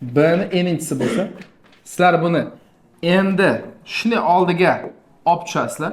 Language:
Uzbek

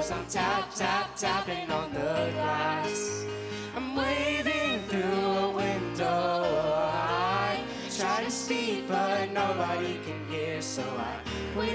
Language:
English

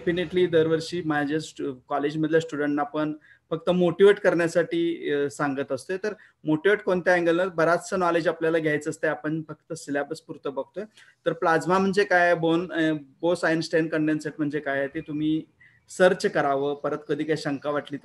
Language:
Marathi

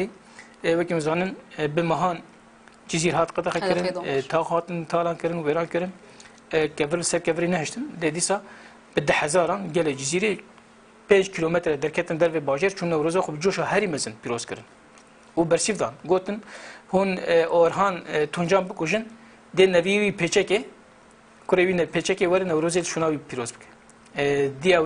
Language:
Kurdish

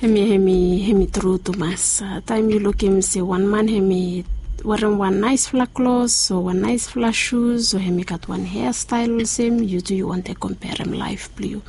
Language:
Bislama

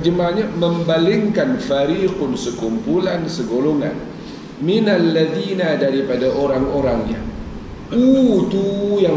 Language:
Malay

